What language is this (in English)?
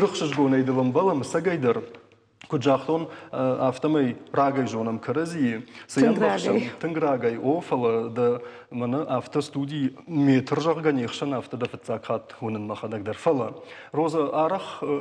Ossetic